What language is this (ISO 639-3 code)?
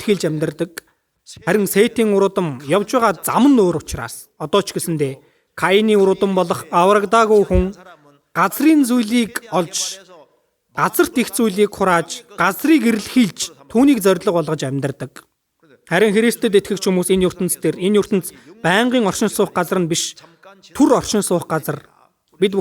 mon